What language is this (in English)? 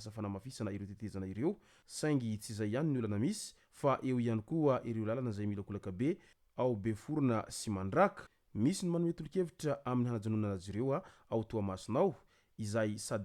Malagasy